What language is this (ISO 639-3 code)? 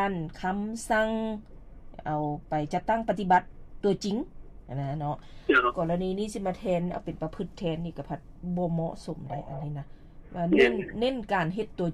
lao